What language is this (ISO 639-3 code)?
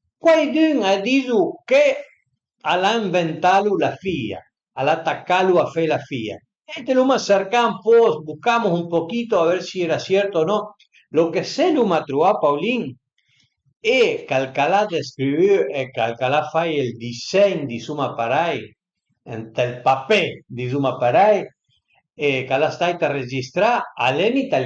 pms